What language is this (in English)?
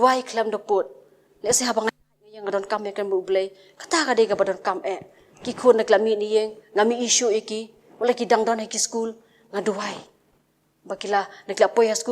Khasi